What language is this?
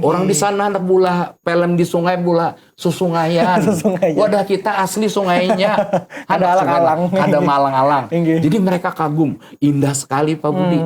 Banjar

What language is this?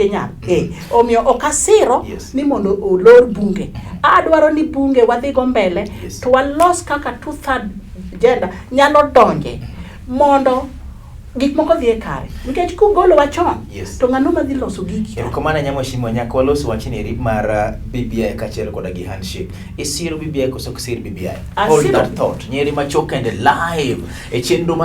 Luo (Kenya and Tanzania)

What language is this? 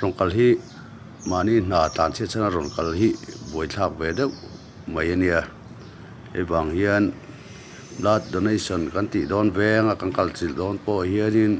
Mizo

